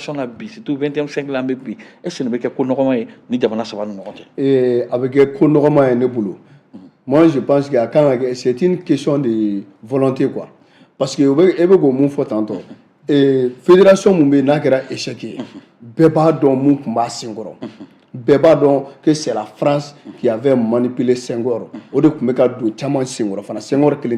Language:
Bambara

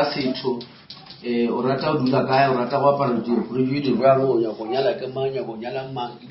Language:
Northern Sotho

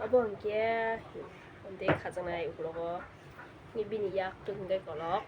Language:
Kok Borok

